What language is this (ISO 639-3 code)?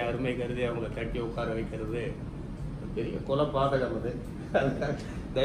tam